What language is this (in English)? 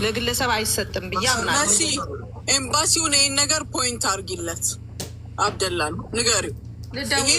Amharic